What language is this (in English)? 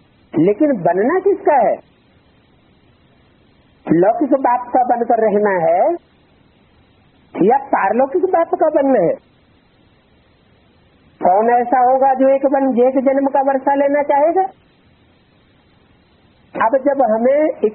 Hindi